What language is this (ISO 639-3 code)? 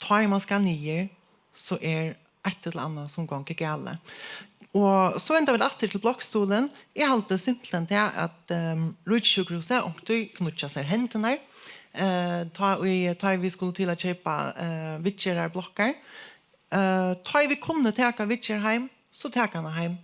fao